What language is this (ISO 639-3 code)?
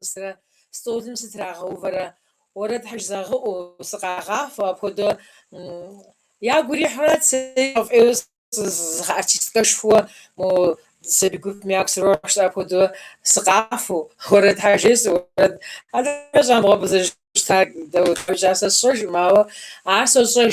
kbd